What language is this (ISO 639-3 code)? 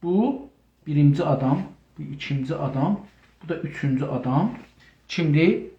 azb